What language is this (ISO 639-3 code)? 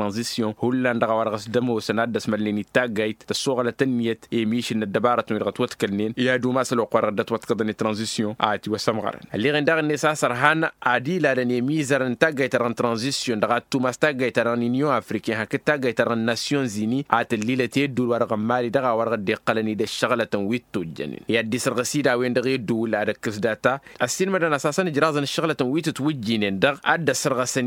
taq